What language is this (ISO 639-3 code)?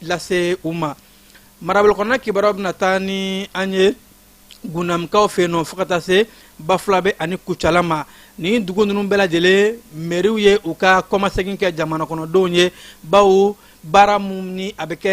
bam